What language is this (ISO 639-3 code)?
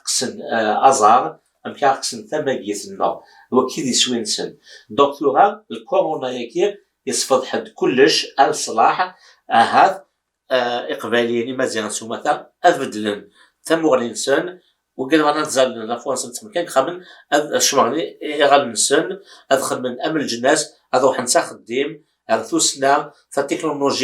kab